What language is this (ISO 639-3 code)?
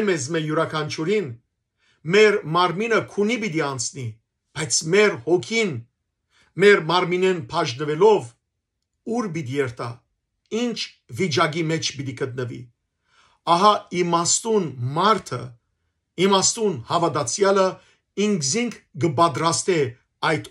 hyw